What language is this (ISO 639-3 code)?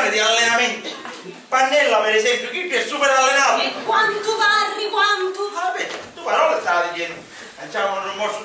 scn